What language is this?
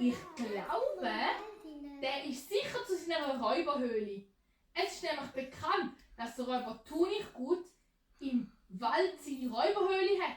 Swiss German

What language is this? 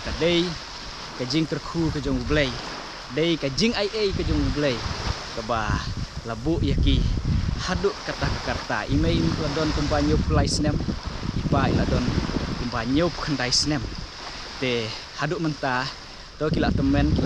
Khasi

